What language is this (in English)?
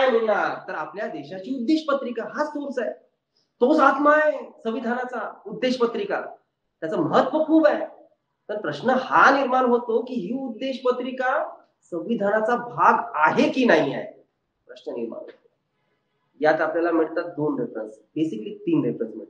Marathi